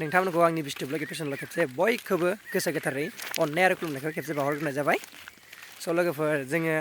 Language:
Bodo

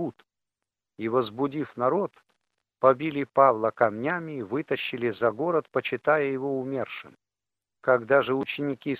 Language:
Russian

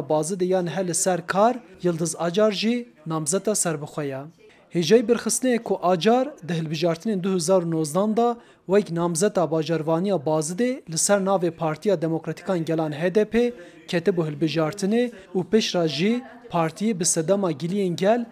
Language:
Kurdish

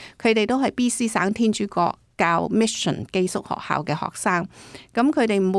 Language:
Cantonese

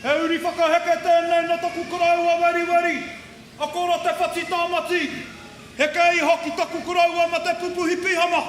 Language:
Māori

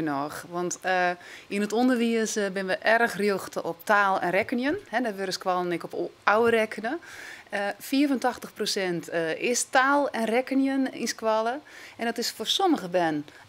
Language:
Western Frisian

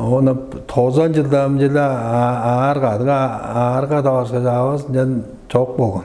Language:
Tuvinian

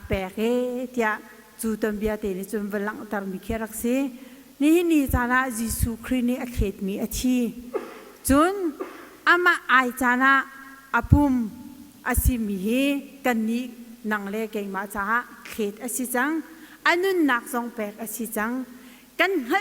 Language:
Hakha Chin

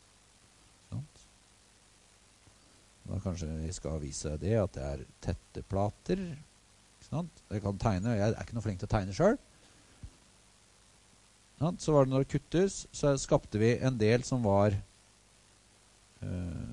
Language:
Norwegian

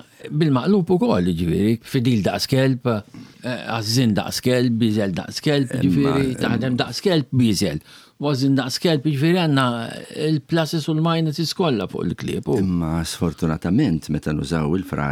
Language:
Maltese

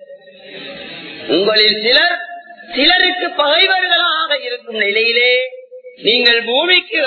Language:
Tamil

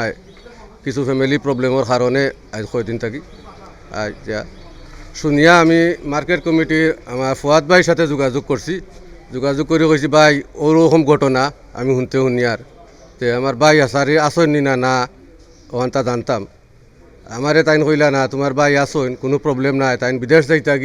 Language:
Sylheti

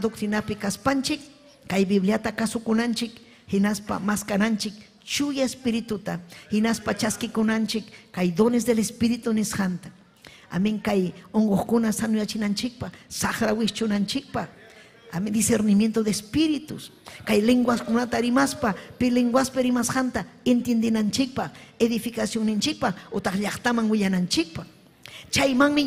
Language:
Ayacucho Quechua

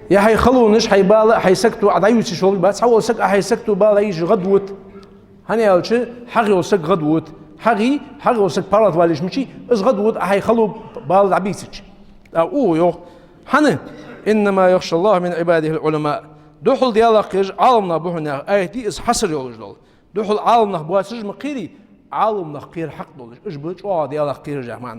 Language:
Ingush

